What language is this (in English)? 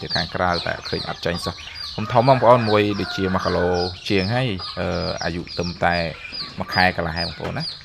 Khmer